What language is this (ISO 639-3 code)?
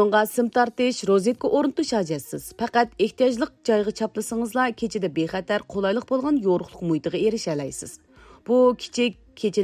uig